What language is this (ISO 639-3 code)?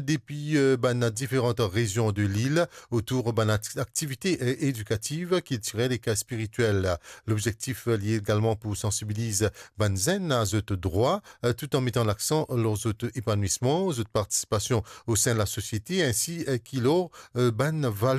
mfe